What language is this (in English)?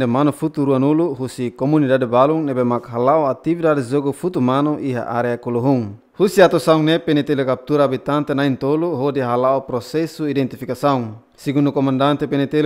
Tetum